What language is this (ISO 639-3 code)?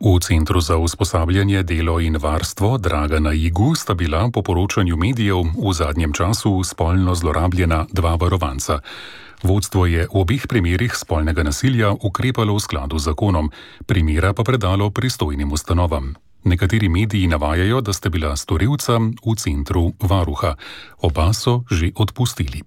slv